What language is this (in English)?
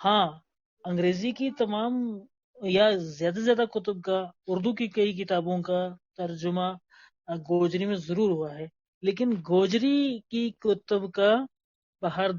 Gujari